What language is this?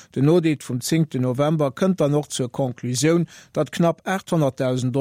Luxembourgish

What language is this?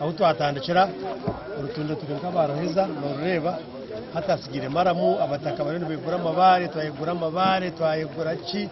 Nyankole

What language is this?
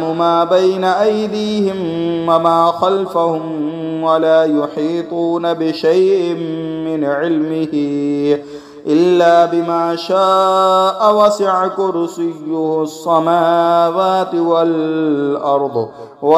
Arabic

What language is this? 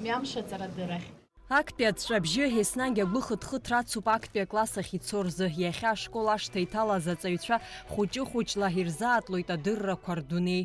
Abkhazian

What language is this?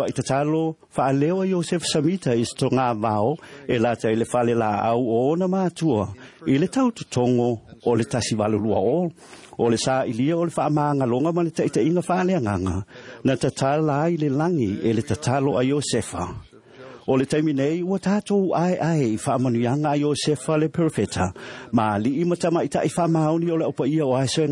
Samoan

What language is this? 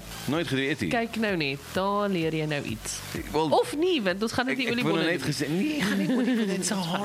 Afrikaans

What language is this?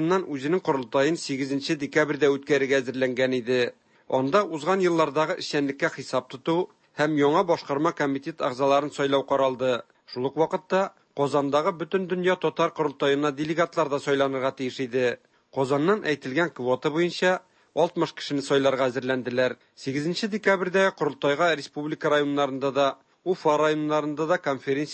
Tatar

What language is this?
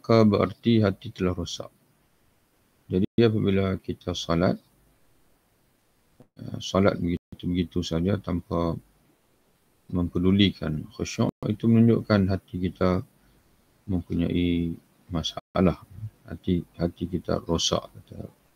Malay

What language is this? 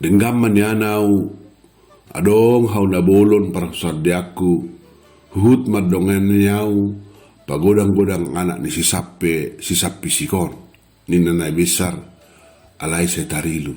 Batak Toba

